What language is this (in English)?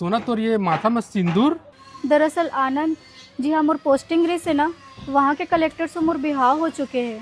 Chhattisgarhi